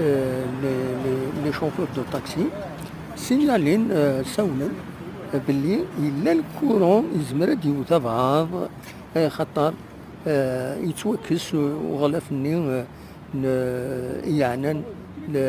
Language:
Kabyle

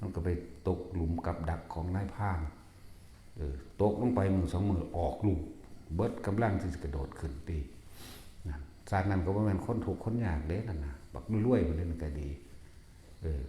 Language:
Northeastern Thai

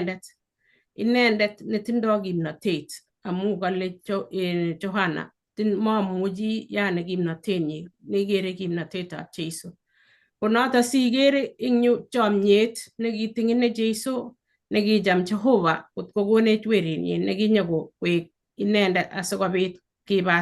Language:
Kalenjin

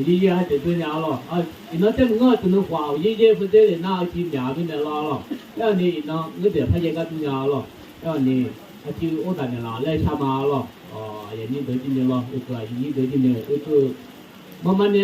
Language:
Akha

